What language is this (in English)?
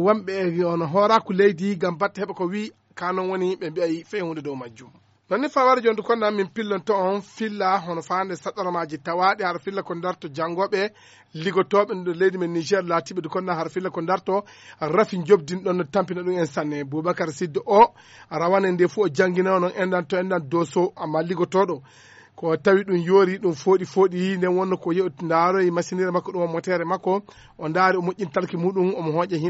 Fula